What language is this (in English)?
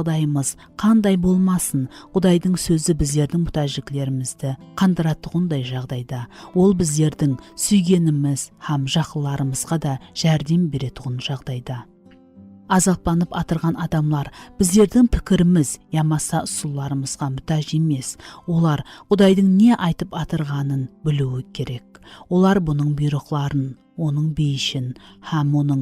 Kara-Kalpak